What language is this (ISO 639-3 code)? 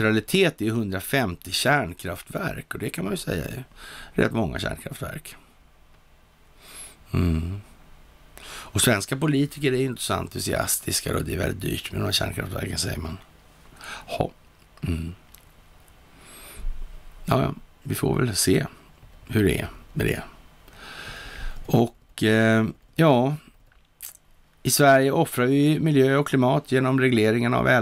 swe